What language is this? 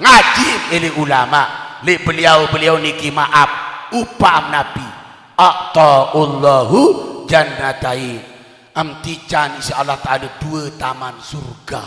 Sasak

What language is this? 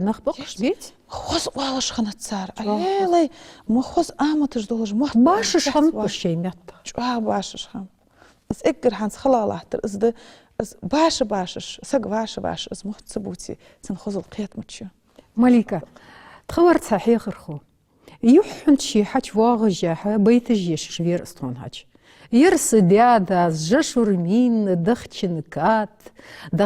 Ingush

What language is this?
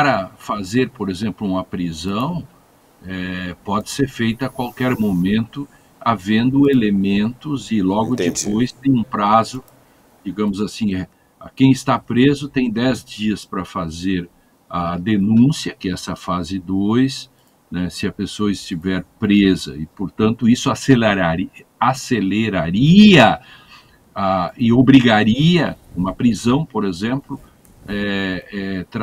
Portuguese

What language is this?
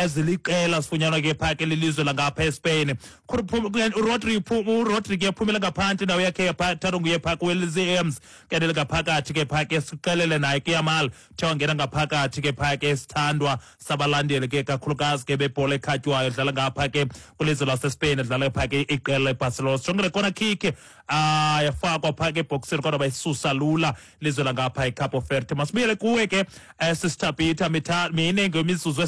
Xhosa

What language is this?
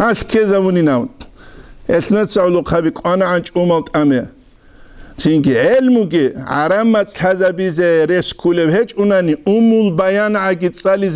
Avaric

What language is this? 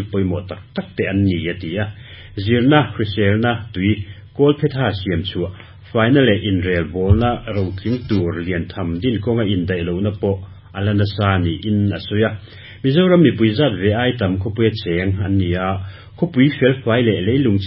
Mizo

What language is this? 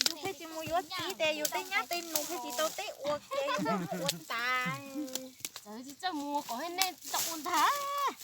Hmong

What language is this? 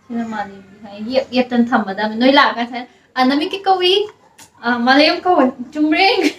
Manipuri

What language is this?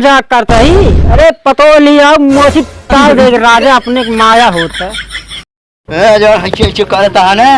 Awadhi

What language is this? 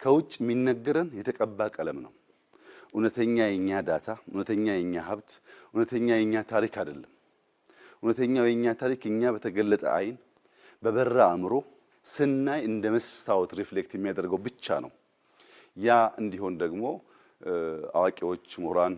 Amharic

